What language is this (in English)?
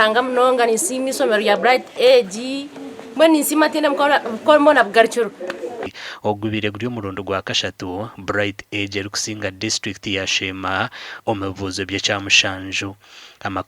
Nyankole